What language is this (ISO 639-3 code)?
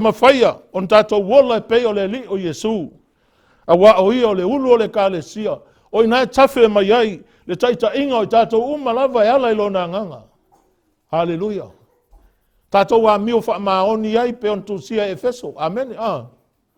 smo